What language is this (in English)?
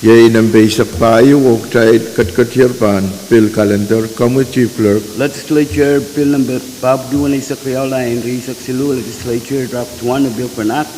Pohnpeian